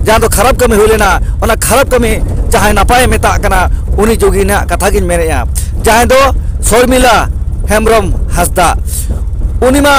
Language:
Santali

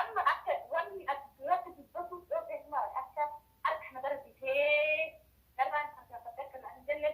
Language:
Oromo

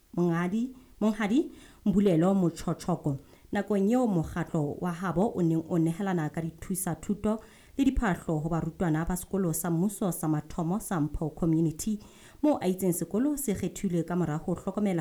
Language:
Southern Sotho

